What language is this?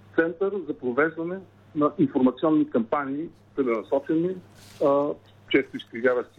Bulgarian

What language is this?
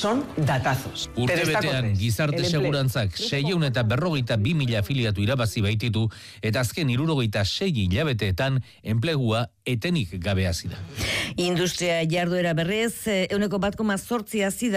Basque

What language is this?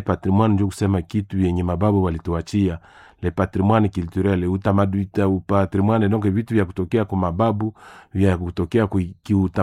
Swahili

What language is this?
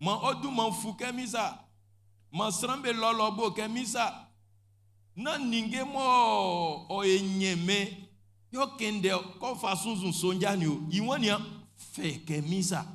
Baoulé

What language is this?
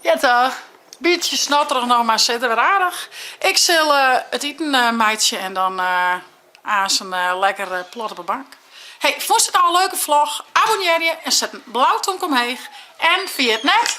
Western Frisian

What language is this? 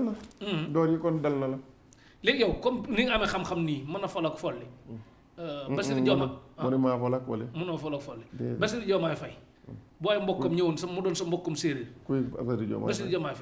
Wolof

